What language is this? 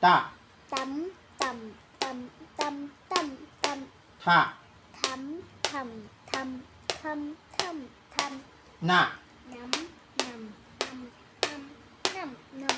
Shan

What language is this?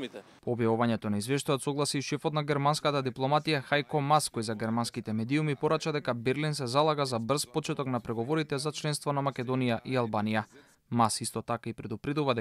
Macedonian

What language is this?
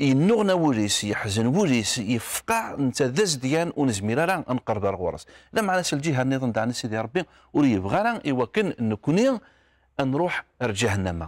Kabyle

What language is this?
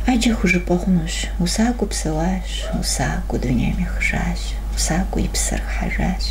Kabardian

